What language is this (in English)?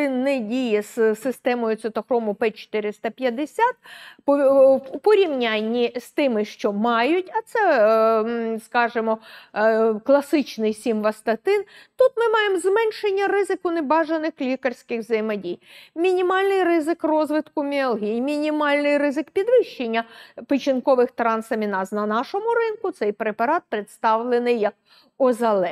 Ukrainian